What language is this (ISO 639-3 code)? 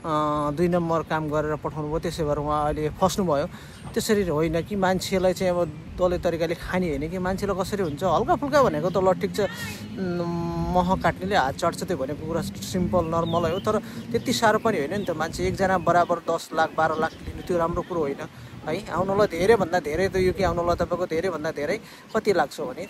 nep